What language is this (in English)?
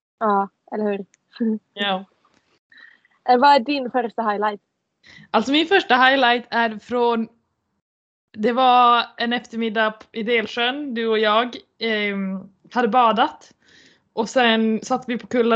Swedish